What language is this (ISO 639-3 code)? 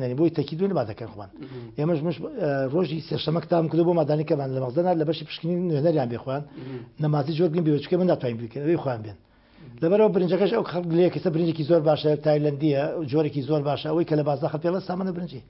ckb